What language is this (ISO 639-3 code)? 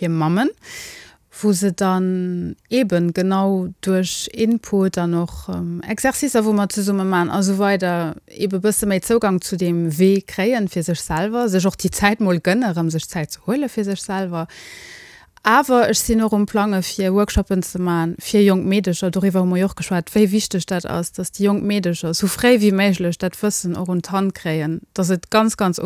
ltz